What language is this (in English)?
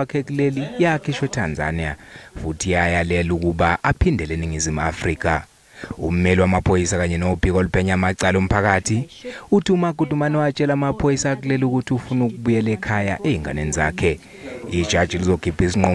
Zulu